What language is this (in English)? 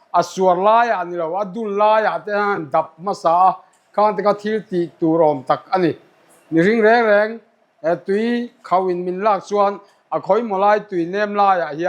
Mizo